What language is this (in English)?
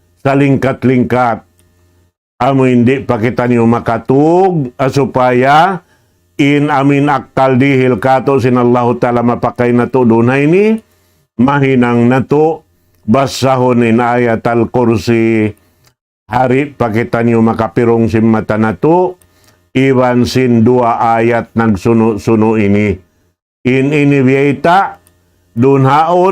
Tausug